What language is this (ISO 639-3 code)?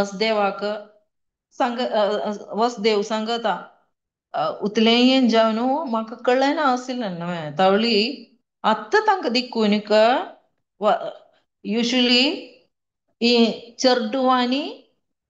kok